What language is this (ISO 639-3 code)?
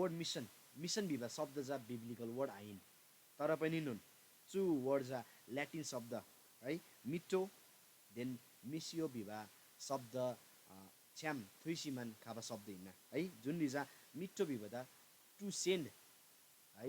taj